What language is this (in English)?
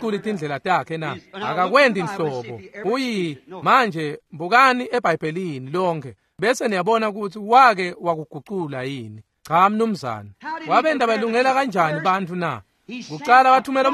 Swati